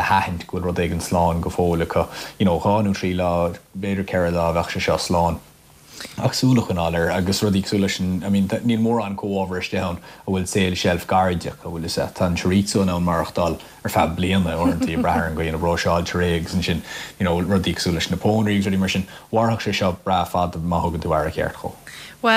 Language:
Irish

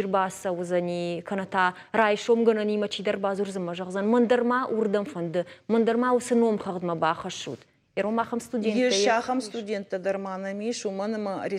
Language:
Ossetic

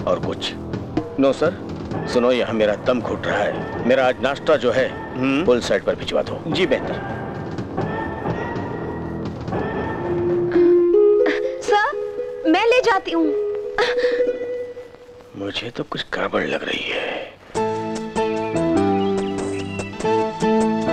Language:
Hindi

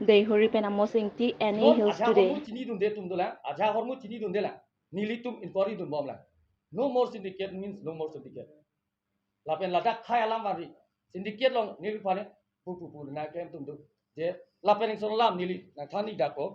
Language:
Karbi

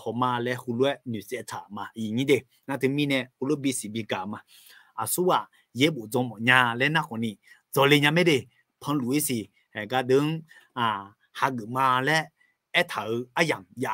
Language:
Akha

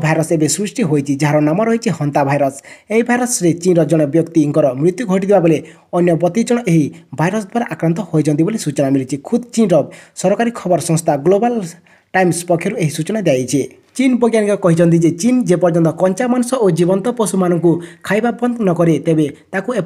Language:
Odia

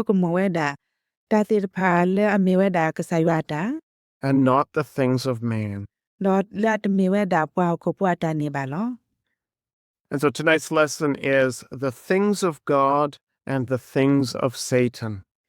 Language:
S'gaw Karen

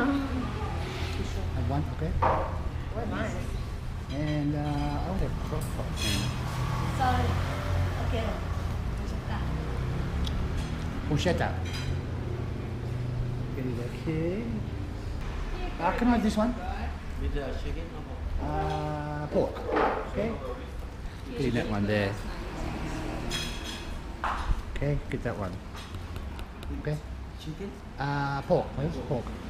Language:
English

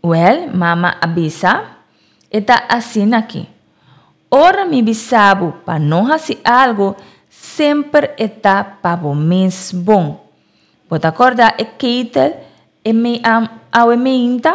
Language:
Papiamento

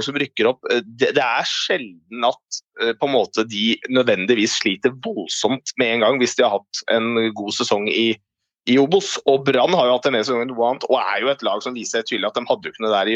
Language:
Norwegian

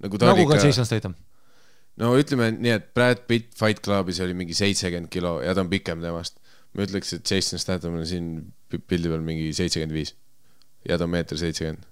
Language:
Estonian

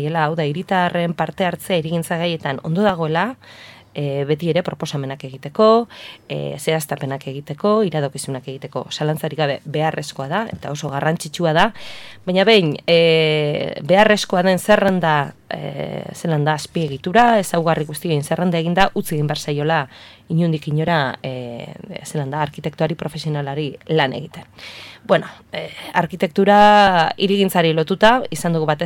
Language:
Basque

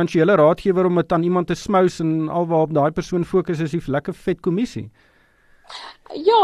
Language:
Afrikaans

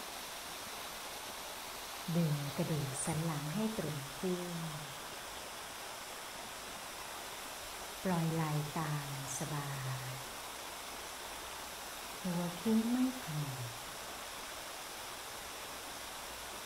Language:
Thai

